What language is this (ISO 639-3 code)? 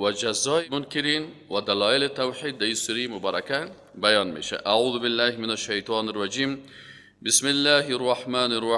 fas